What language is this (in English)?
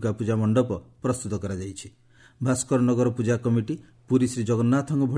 Odia